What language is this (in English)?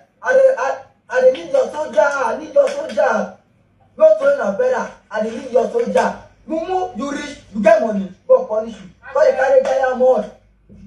Nigerian Pidgin